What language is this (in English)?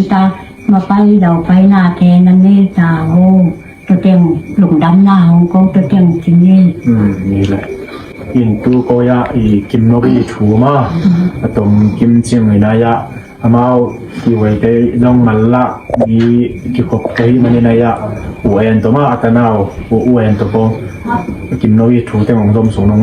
Tedim Chin